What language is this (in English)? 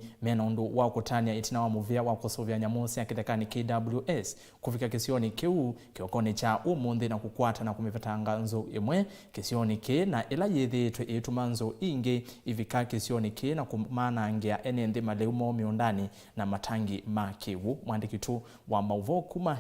Kamba